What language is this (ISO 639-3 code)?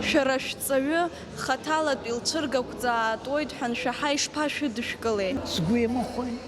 abk